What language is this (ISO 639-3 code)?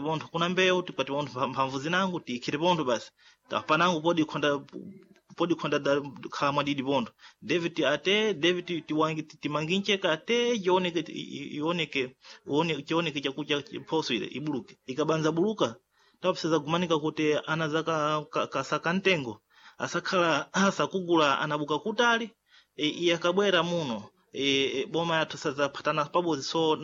seh